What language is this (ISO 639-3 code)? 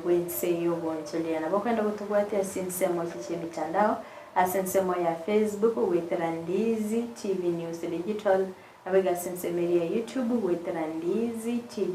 guz